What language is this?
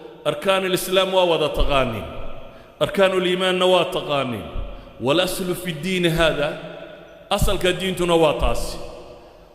Somali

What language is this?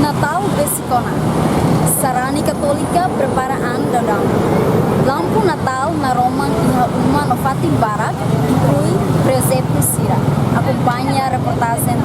Tetum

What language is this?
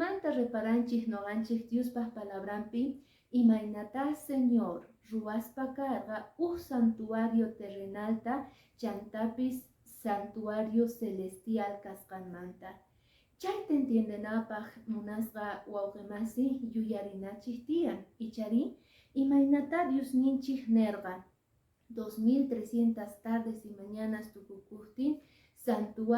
Quechua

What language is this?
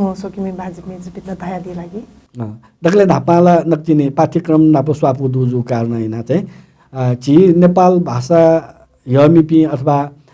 Newari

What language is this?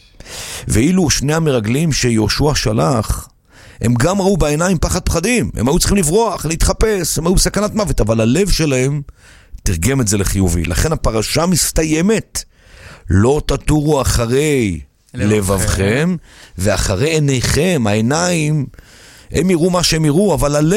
Hebrew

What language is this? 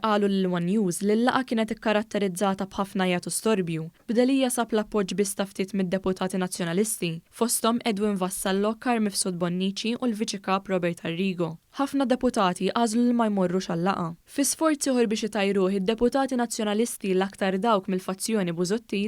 Maltese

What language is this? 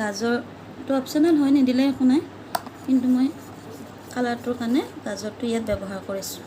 Assamese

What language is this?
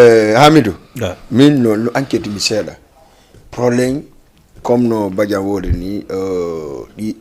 Fula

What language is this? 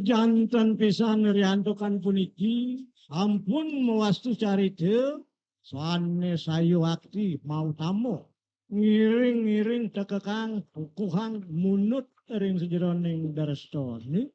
Balinese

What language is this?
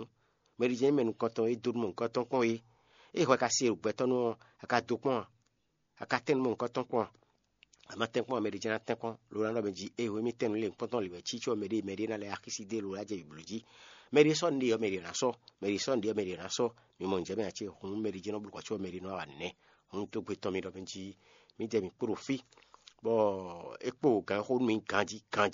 Fon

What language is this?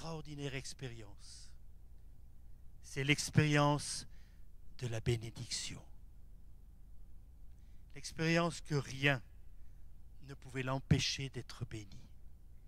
French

